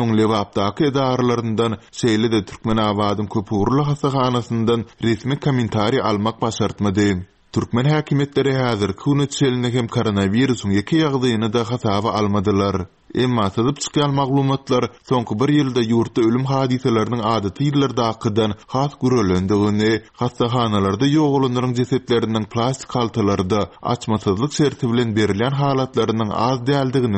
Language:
Turkmen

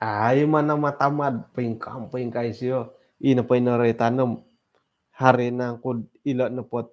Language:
Central Dusun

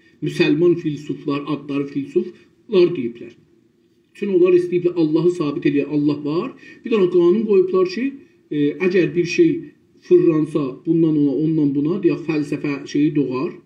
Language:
South Azerbaijani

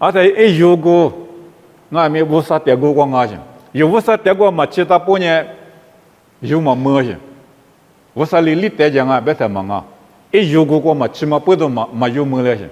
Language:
Lisu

